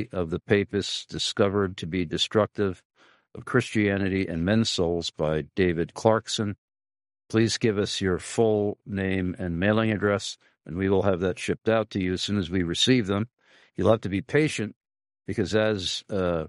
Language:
English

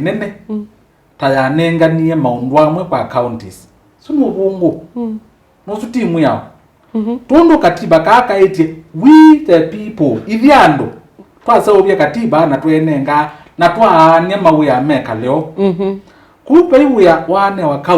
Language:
Kamba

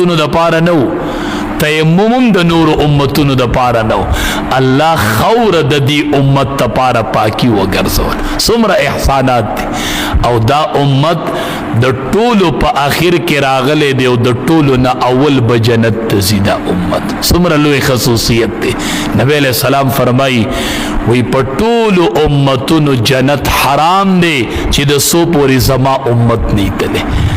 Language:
Pashto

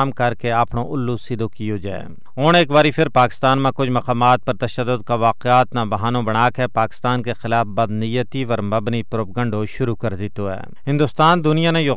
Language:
Gujari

